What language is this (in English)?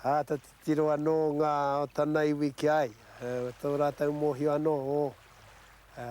Māori